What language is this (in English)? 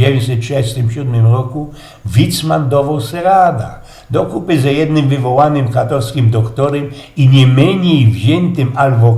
Silesian